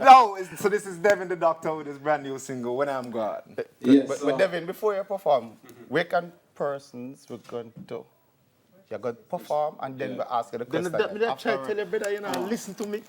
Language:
Jamaican Creole English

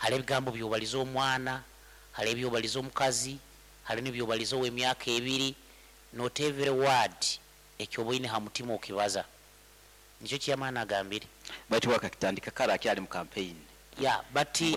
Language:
Nyankole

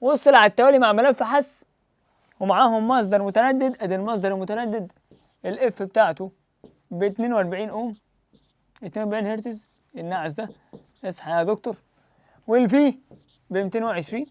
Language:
Egyptian Arabic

